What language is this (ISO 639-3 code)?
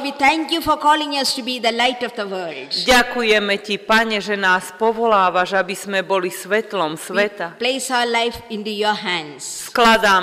slk